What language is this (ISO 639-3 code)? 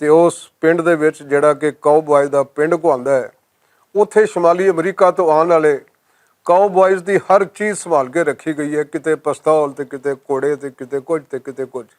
lah